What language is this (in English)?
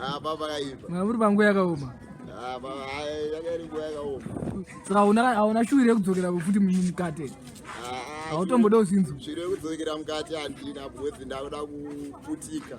Shona